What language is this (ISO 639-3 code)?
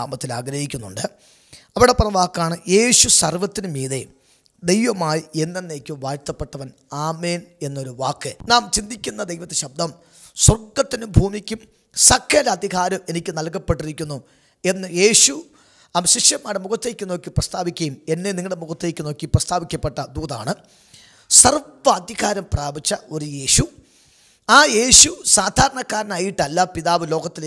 mal